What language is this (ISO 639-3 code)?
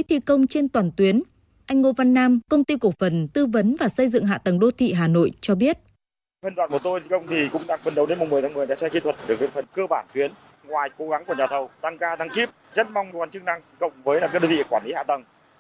vie